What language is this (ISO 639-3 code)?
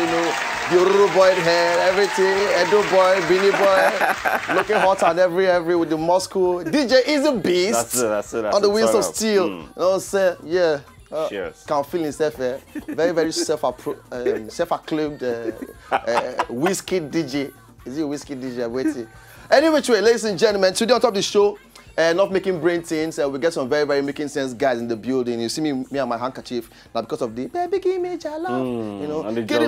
pcm